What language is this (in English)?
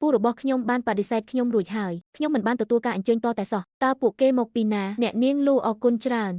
Khmer